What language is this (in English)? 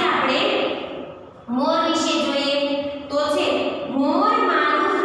Gujarati